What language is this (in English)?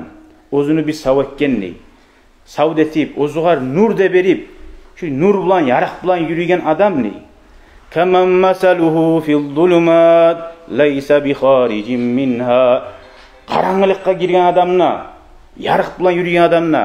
Kumyk